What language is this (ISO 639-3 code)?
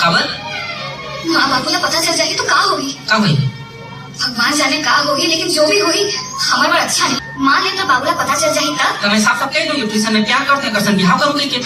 hne